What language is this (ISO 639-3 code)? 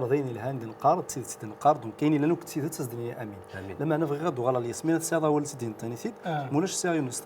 kab